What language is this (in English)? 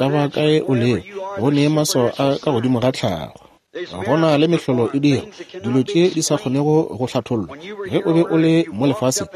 Northern Sotho